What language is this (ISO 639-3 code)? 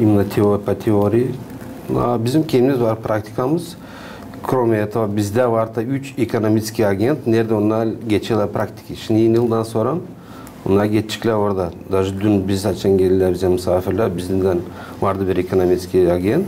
gag